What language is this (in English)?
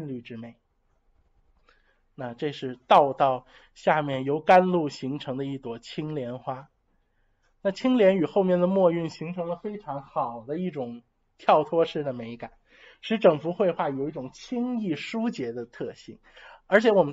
Chinese